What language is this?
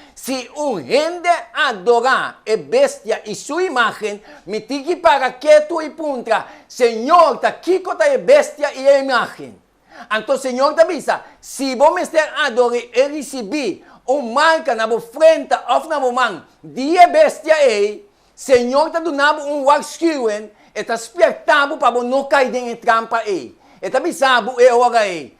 Papiamento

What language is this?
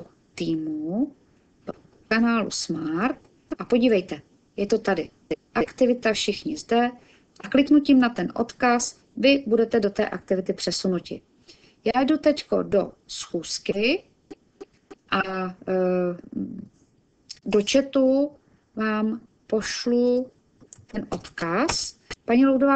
Czech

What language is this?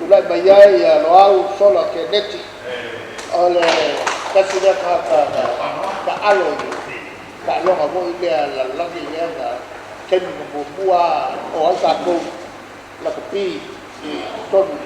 Samoan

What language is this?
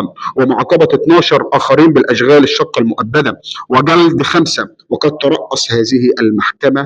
Egyptian Arabic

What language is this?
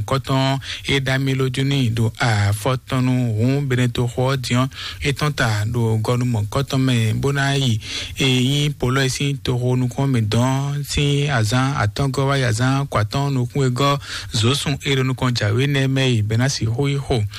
Fon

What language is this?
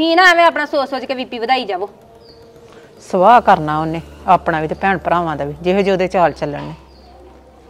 Punjabi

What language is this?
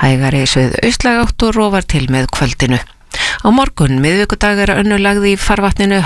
Icelandic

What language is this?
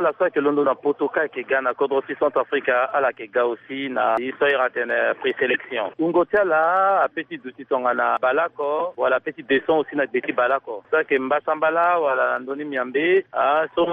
Sango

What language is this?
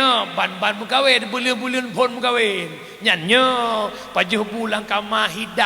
Achinese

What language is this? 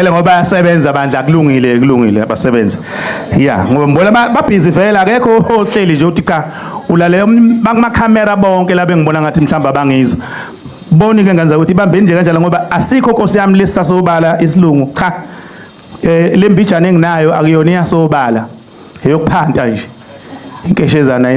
Zulu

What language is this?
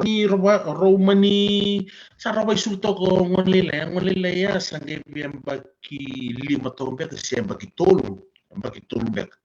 Fijian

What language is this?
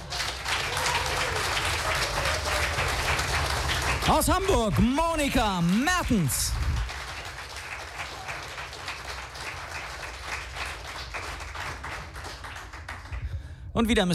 German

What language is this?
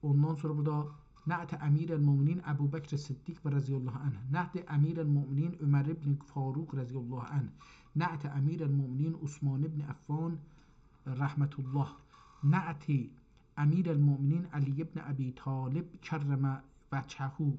South Azerbaijani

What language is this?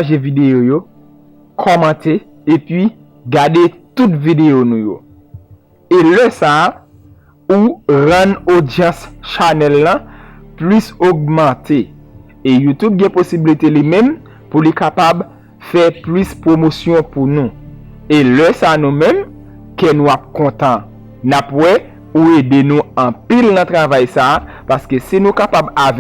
Haitian Creole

